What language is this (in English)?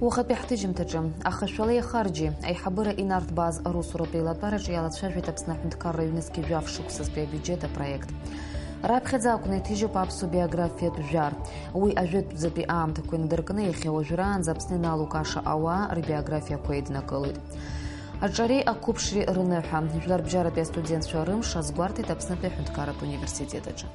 Abkhazian